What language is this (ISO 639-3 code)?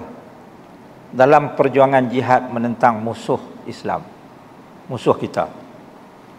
msa